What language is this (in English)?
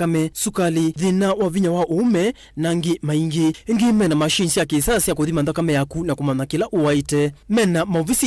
Kamba